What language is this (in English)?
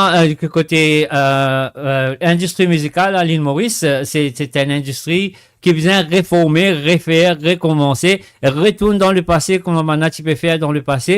Morisyen